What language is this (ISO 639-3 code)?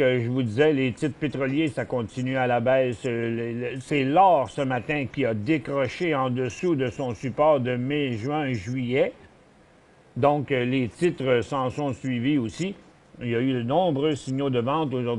fra